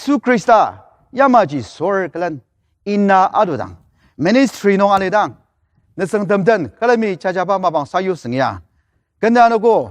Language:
Ao Naga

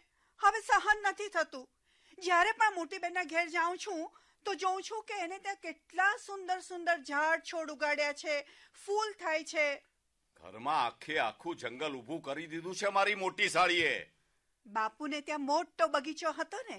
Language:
Gujarati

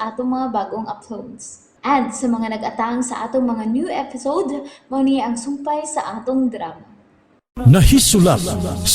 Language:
Cebuano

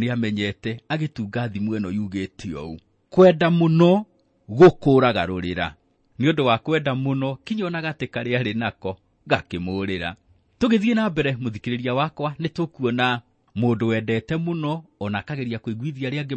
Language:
Kikuyu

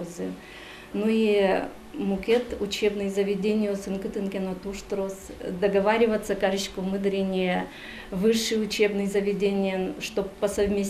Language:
Udmurt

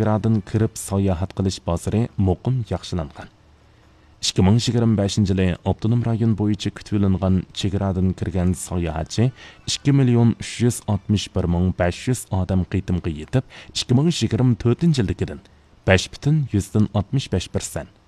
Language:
Uyghur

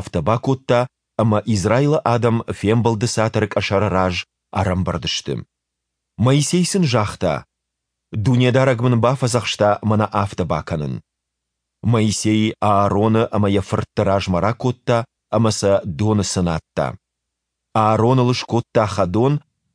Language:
Ossetic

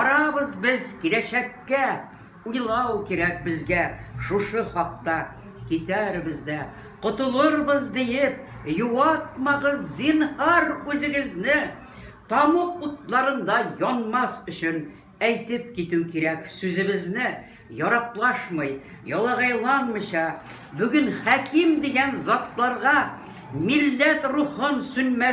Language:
Tatar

